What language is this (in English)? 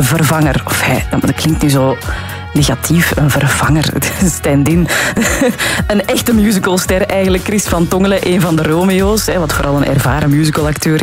Dutch